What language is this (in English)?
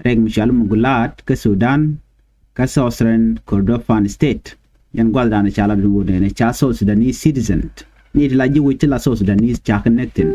Nuer